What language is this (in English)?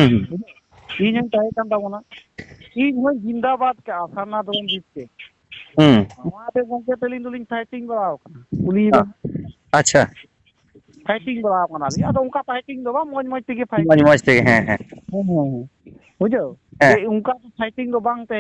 Santali